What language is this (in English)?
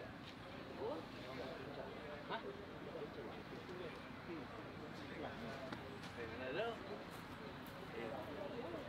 Malay